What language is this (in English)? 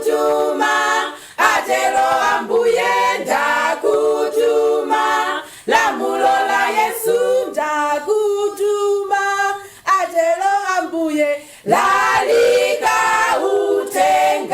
Nyanja